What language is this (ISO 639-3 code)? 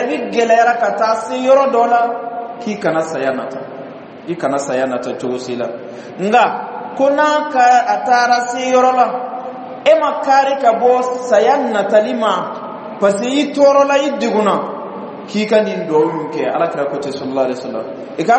bam